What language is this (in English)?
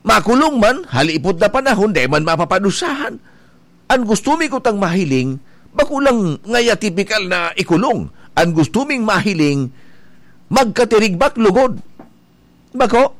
Bikol